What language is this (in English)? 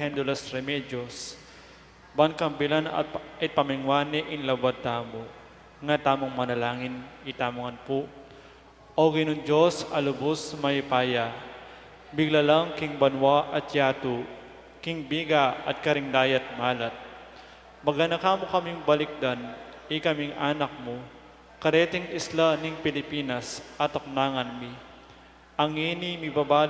Pampanga